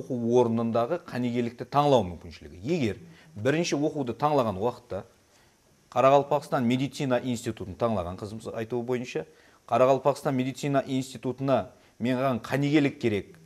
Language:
Kara-Kalpak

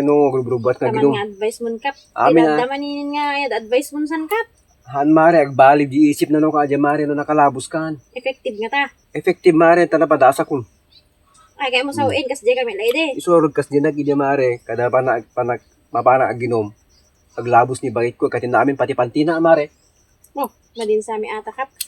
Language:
Iloko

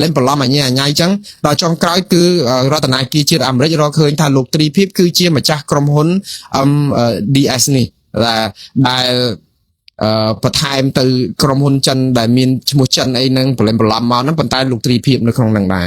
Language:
Khmer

